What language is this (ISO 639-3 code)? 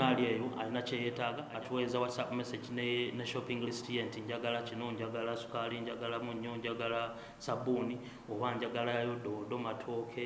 lug